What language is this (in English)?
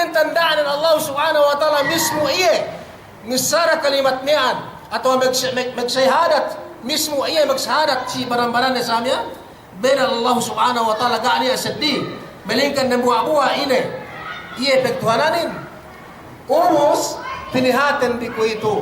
Yakan